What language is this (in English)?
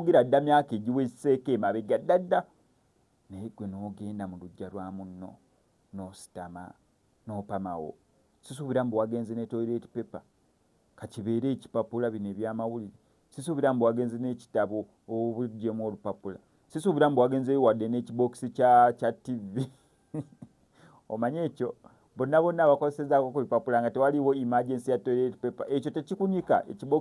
Ganda